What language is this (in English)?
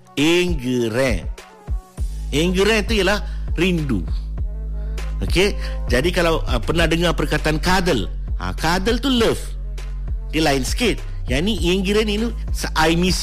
Malay